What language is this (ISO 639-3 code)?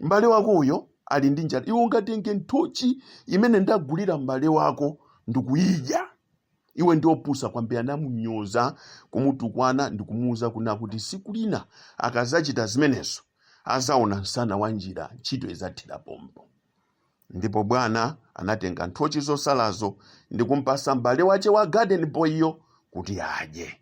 nya